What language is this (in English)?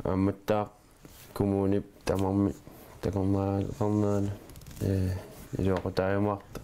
Kalaallisut